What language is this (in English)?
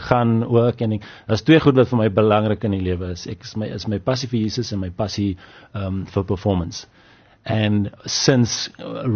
Afrikaans